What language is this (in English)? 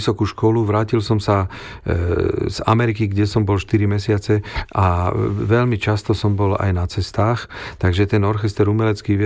Slovak